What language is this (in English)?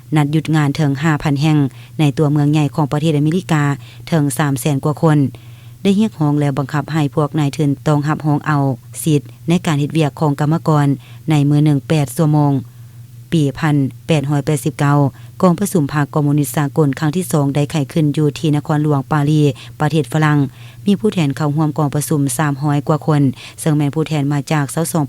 Lao